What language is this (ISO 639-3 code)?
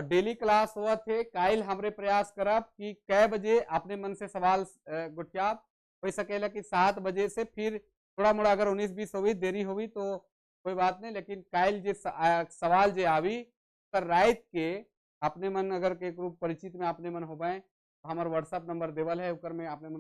sck